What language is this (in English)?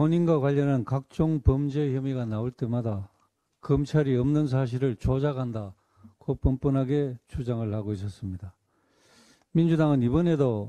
Korean